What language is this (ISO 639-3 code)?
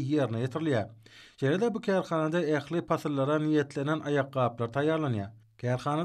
tuk